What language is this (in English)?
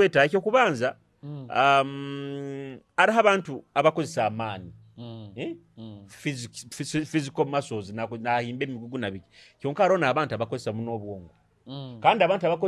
Nyoro